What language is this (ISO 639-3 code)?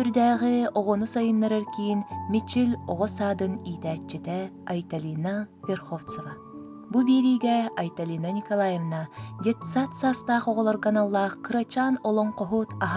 sah